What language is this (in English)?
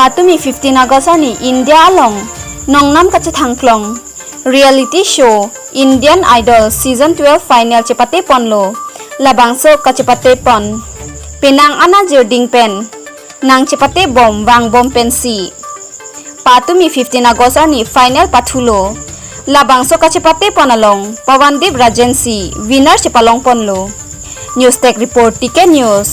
Karbi